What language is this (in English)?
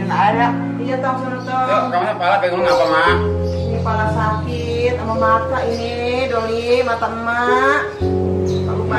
Betawi